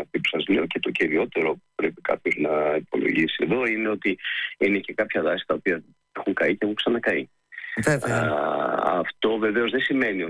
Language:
Greek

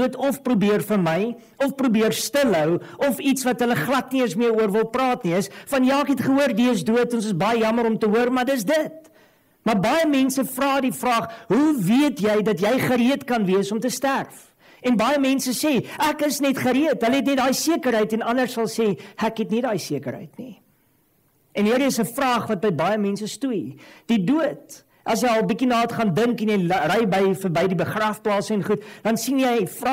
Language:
Afrikaans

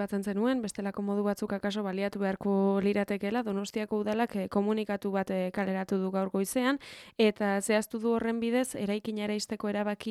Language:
Basque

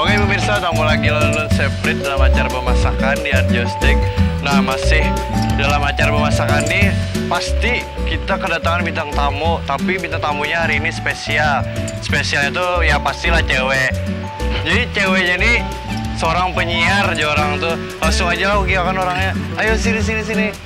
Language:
Banjar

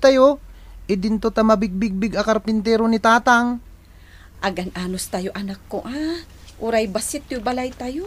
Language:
Iloko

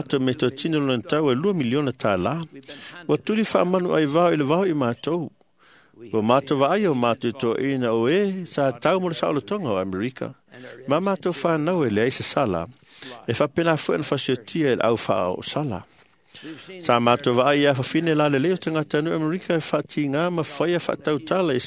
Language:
Samoan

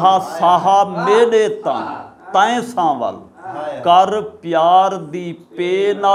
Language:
Saraiki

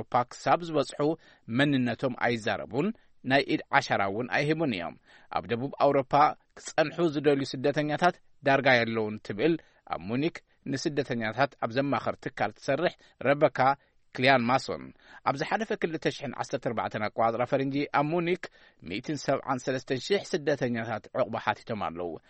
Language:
Tigrinya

